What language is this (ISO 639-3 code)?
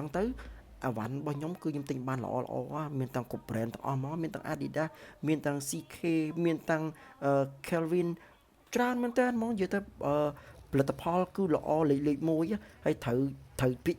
khm